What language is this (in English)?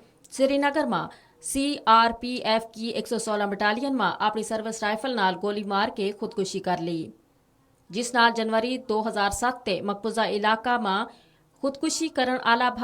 Gujari